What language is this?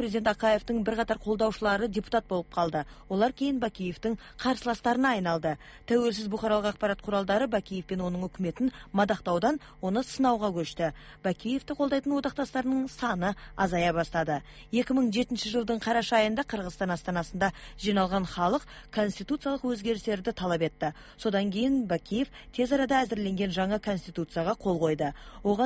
Kazakh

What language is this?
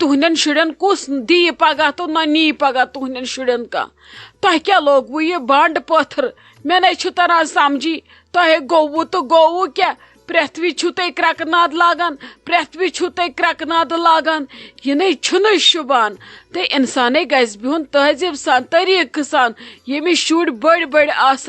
Kashmiri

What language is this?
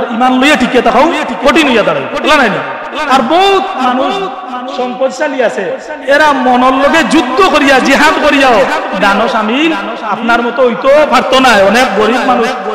Sylheti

